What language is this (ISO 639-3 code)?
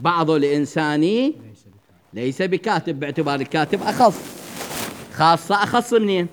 acm